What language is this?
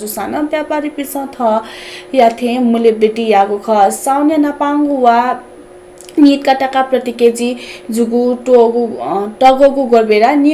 Newari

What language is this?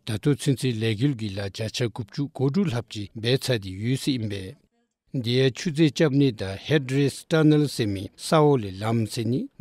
Dzongkha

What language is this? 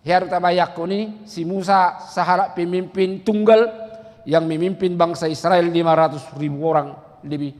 Batak Toba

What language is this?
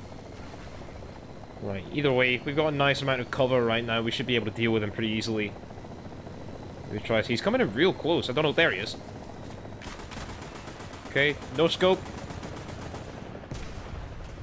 English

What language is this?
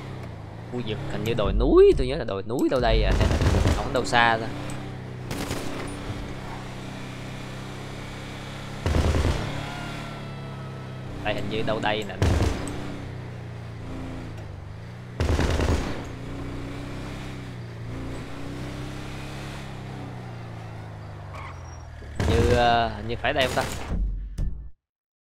Vietnamese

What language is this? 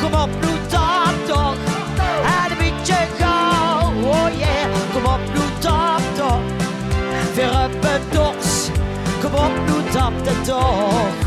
Limburgish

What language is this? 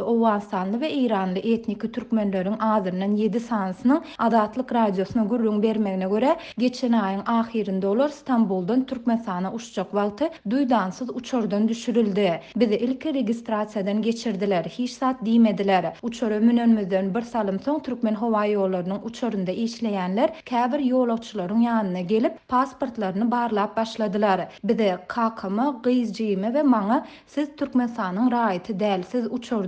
Turkmen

